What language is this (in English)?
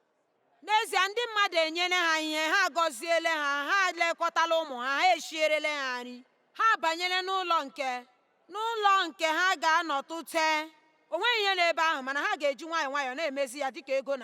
Igbo